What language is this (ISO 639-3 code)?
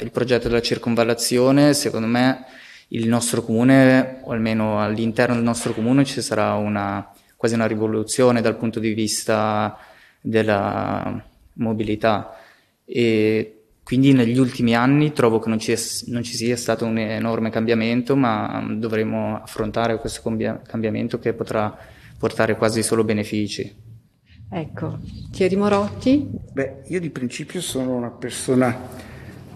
ita